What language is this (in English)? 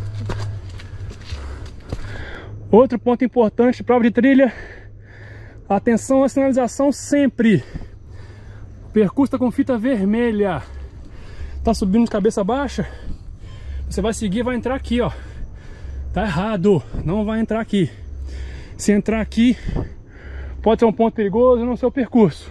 Portuguese